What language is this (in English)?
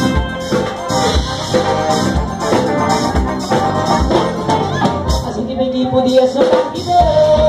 Portuguese